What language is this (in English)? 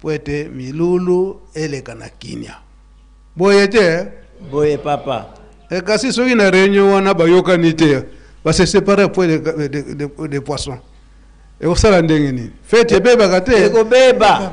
Lingala